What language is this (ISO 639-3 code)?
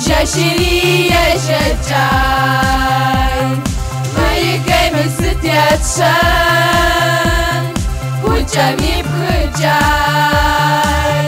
kbd